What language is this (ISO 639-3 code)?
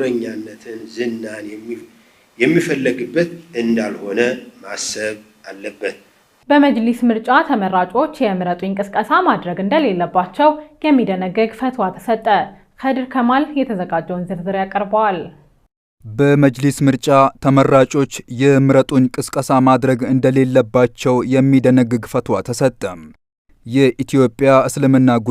amh